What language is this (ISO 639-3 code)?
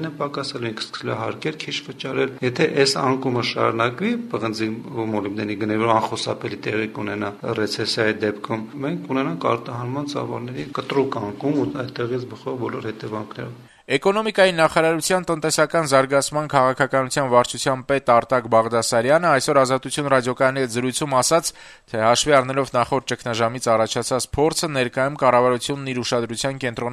hye